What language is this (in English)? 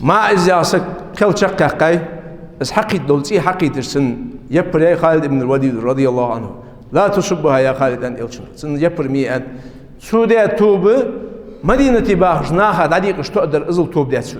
Ingush